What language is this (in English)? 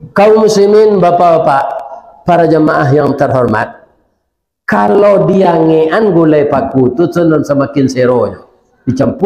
Minangkabau